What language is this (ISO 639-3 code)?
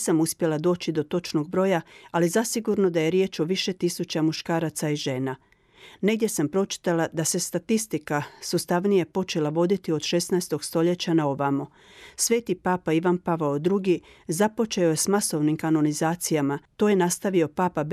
hrv